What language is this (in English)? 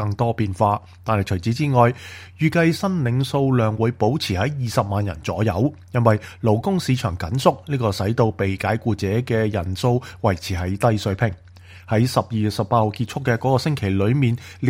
Cantonese